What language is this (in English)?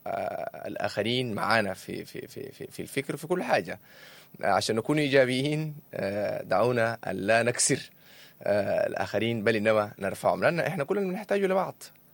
Sudanese Arabic